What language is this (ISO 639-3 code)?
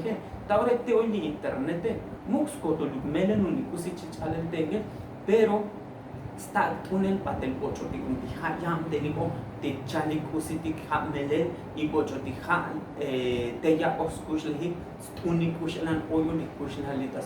tzo